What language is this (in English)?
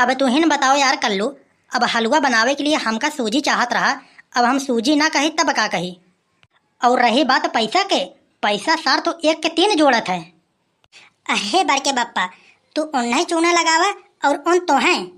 Awadhi